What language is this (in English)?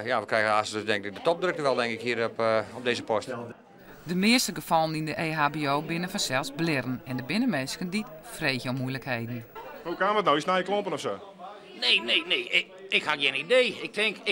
Western Frisian